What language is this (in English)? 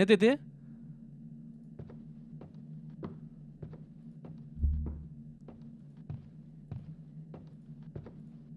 Turkish